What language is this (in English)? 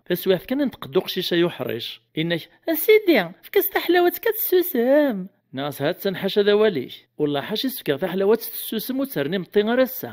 Kabyle